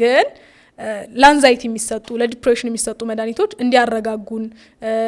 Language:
Amharic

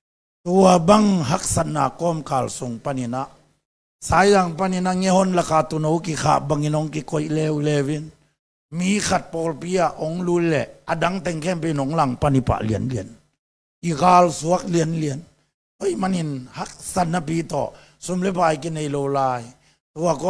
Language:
Tedim Chin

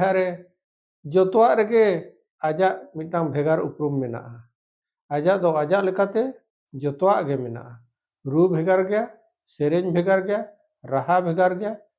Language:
Santali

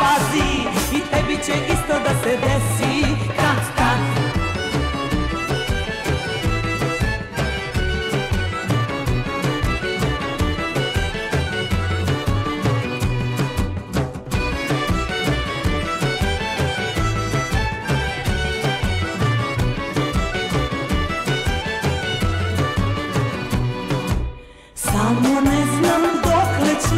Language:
Serbian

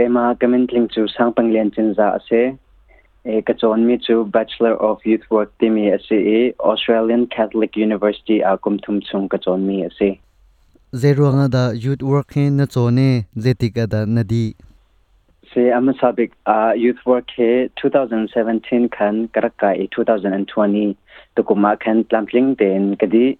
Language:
Hakha Chin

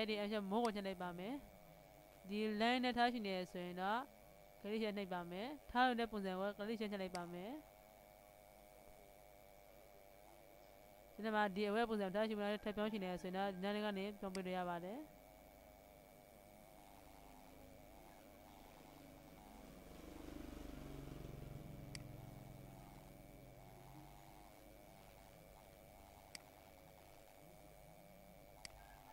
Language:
Burmese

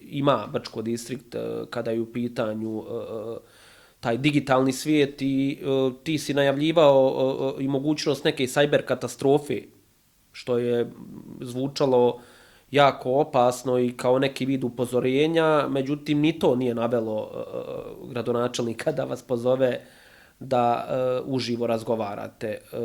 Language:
Bosnian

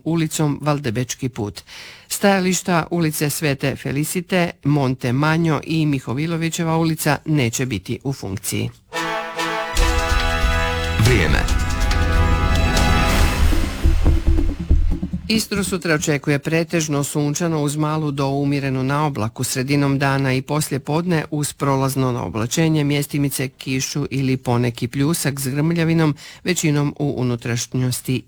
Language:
Croatian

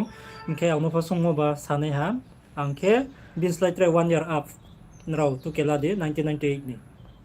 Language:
Riang (India)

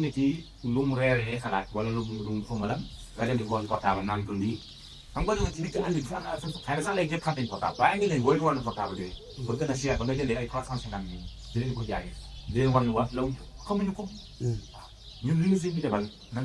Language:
Wolof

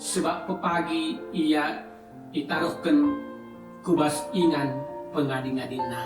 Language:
Batak Karo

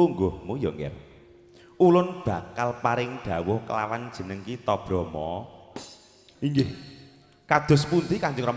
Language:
Javanese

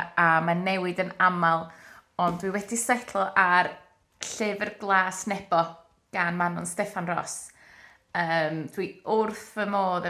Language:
Welsh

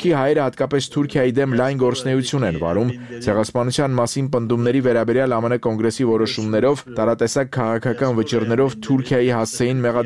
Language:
Armenian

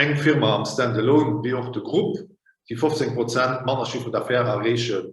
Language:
Luxembourgish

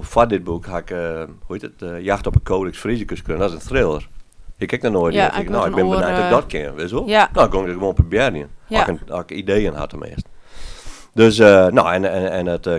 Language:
Western Frisian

